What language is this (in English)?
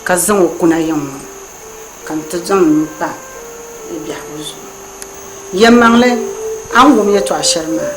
Dagbani